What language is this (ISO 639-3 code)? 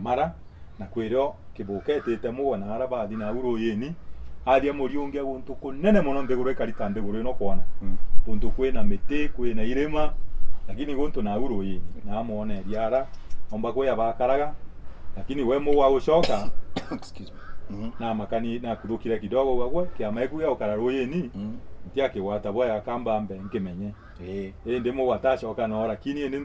mer